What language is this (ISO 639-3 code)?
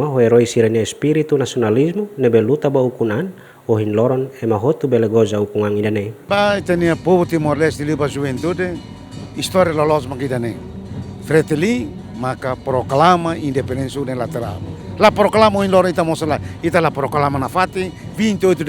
tet